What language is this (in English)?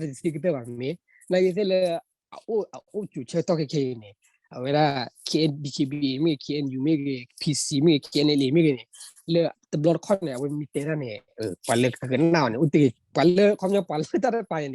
S'gaw Karen